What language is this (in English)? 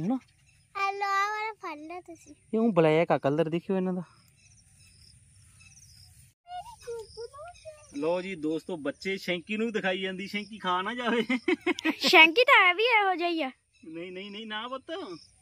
Punjabi